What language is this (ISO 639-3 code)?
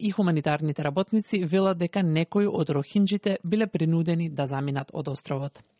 mkd